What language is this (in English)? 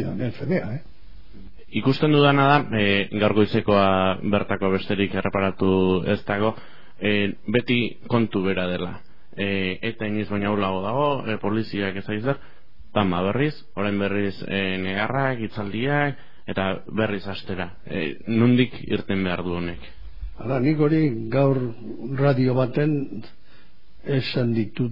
Basque